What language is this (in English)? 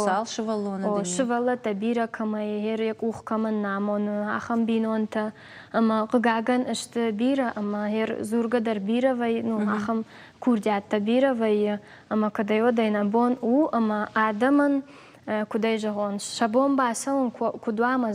Ossetic